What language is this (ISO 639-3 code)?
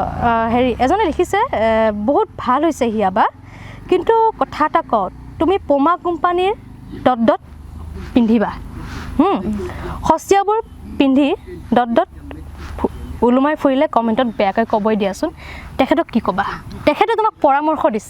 asm